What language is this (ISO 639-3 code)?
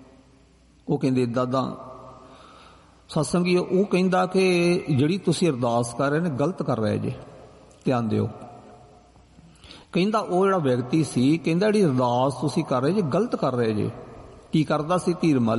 pan